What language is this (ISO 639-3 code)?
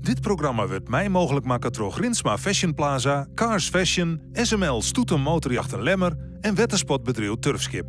fry